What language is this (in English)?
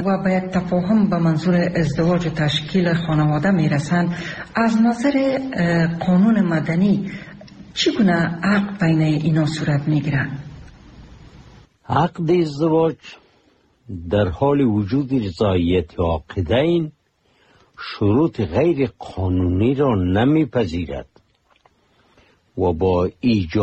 Persian